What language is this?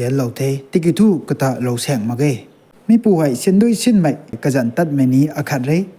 Rongmei Naga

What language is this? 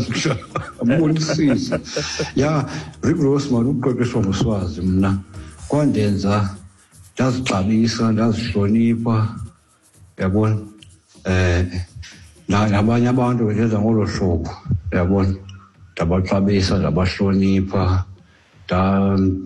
Xhosa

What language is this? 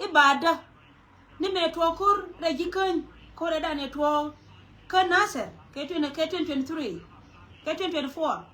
Nuer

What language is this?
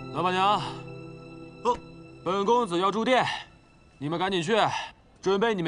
Chinese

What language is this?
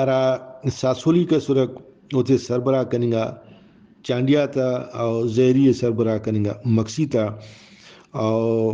Brahui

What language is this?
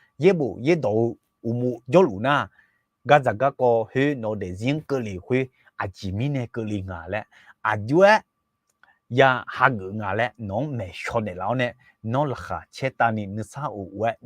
Akha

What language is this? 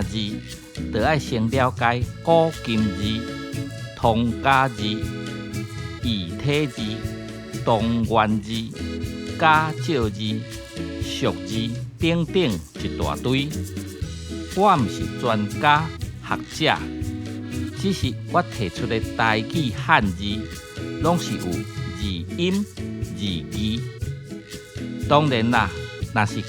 Min Nan Chinese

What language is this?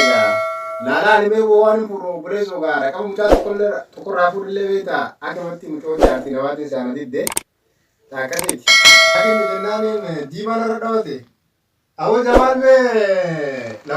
Oromo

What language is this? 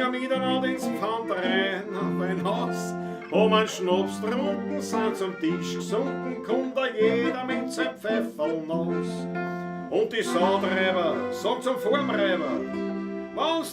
Bavarian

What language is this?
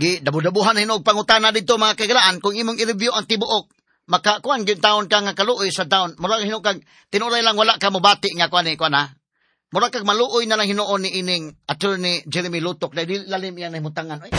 Cebuano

